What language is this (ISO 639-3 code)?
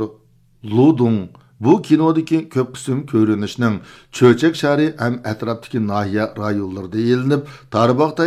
uig